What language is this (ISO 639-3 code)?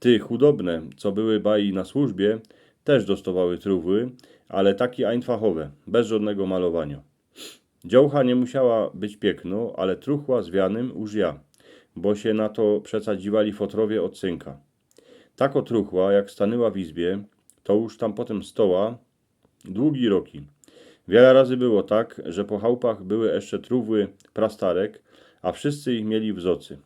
szl